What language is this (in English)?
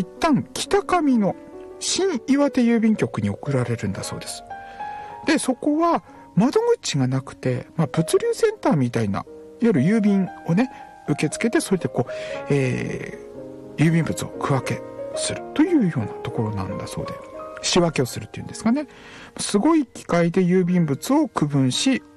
Japanese